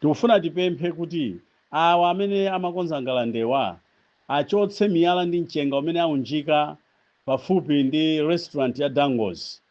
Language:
Nyanja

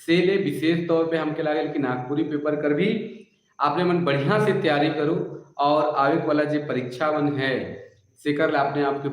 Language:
Sadri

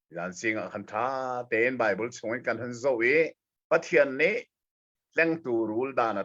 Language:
Hakha Chin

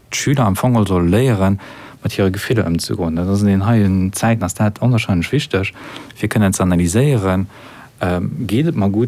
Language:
Luxembourgish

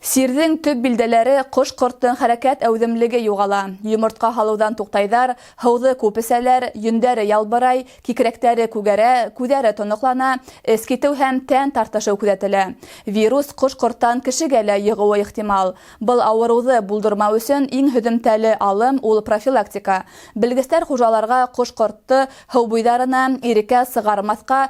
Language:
Bashkir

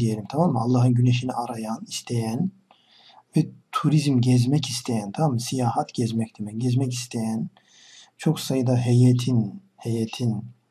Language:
Turkish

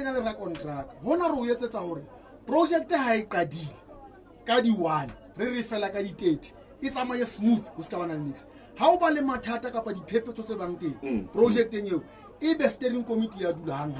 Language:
Southern Sotho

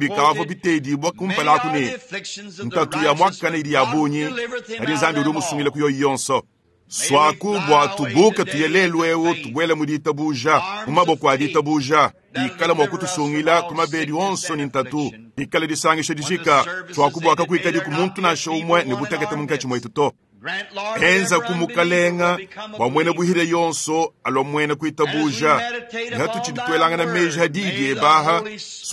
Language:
Luba-Lulua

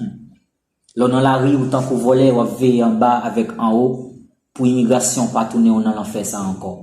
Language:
Haitian Creole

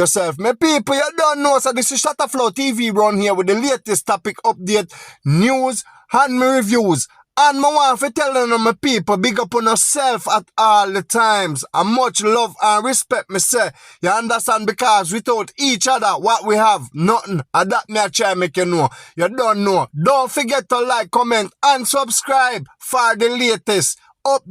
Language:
Jamaican Creole English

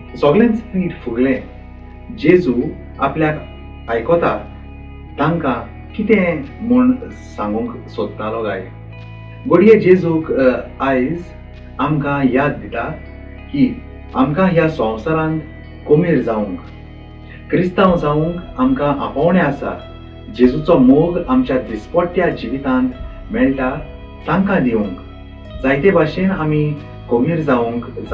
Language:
Konkani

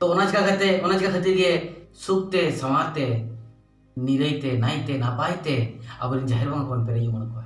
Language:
Santali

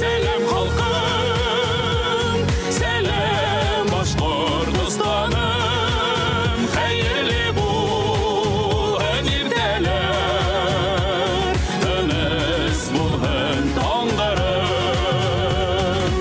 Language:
Bashkir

